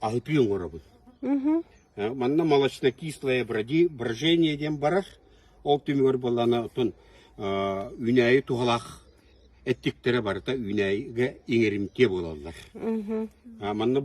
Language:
Yakut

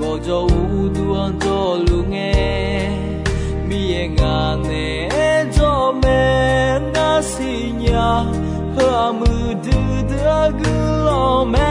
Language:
Akha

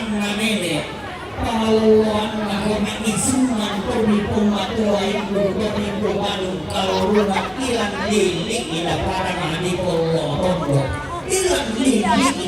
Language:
Toraja-Sa'dan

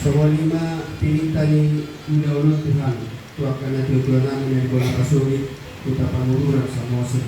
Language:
Batak Toba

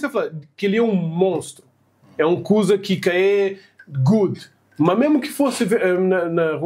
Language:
Kabuverdianu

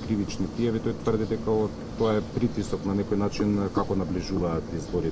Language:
Macedonian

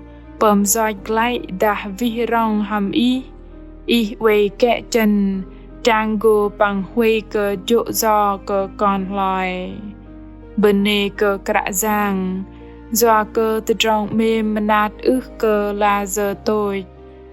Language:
Bahnar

